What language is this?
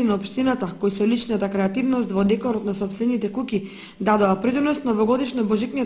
Macedonian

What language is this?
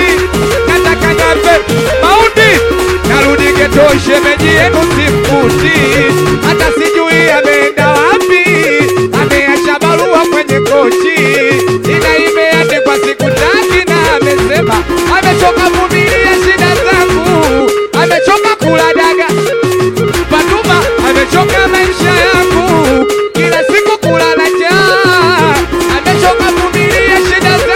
Swahili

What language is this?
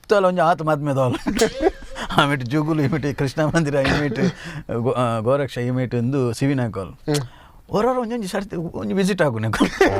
Tulu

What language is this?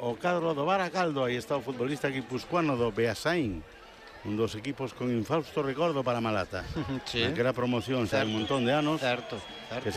Galician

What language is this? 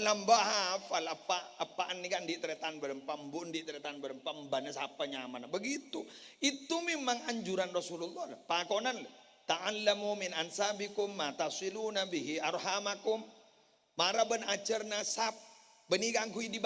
Madurese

